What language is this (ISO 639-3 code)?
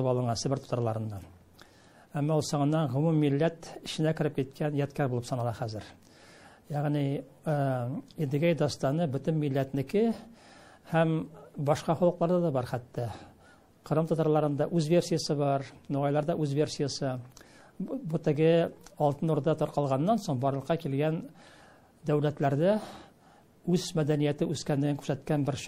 tat